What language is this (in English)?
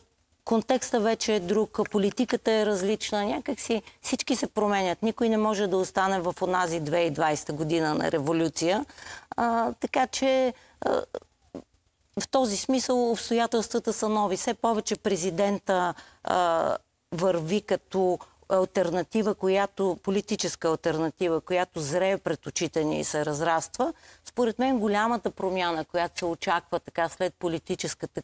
Bulgarian